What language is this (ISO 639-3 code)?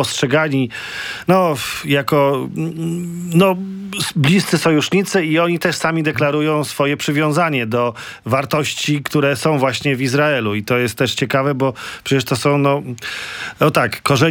pol